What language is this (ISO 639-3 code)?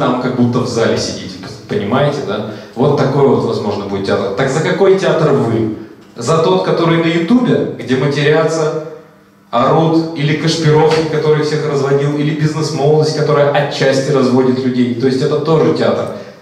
rus